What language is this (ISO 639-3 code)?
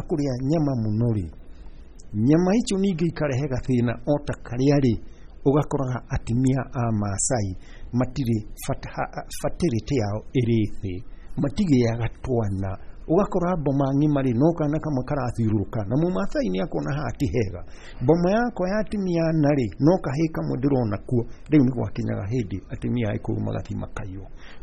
kik